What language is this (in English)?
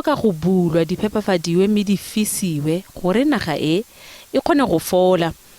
Tswana